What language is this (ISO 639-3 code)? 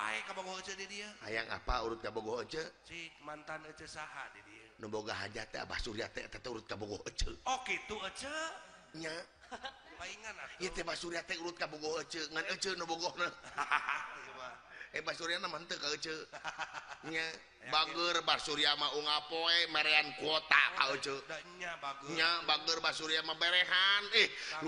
sun